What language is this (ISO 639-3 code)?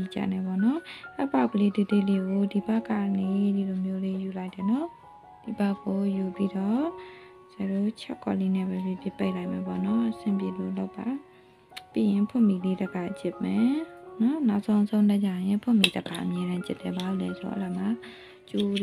mya